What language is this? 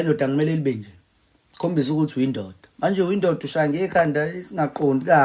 Zulu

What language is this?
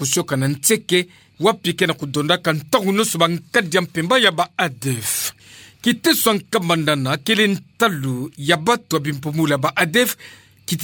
Kituba (Democratic Republic of Congo)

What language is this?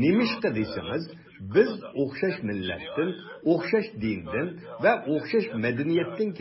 Uyghur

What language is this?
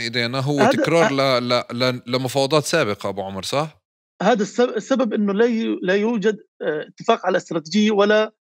North Levantine Arabic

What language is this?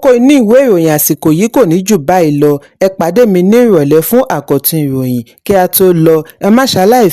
Yoruba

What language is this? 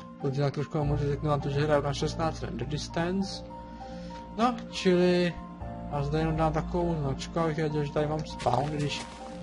Czech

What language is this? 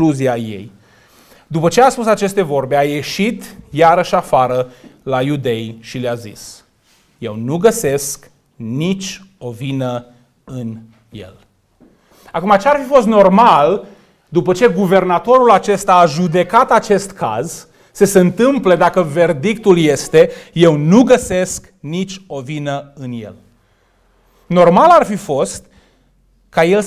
Romanian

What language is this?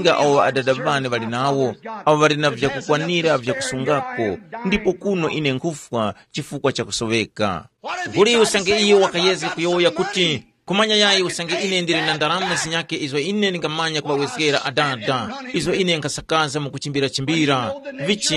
Tumbuka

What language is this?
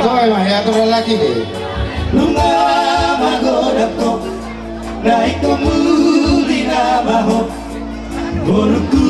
Batak Toba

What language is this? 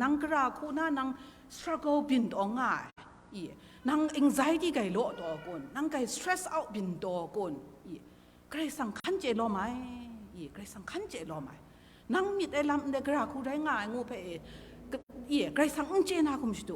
Kachin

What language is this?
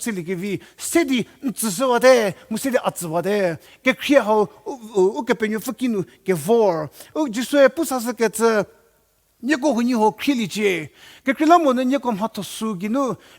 Angami Naga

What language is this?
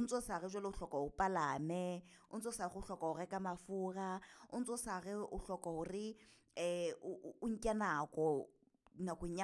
Southern Sotho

